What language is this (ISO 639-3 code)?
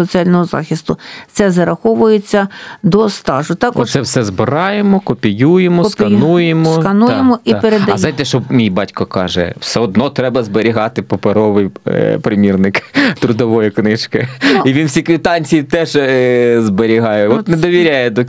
ukr